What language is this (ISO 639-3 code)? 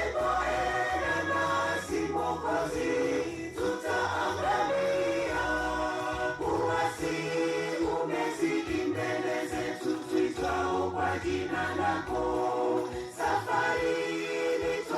guz